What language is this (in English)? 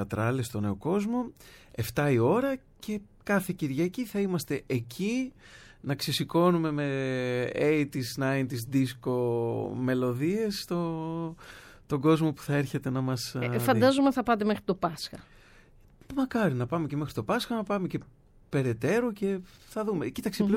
Greek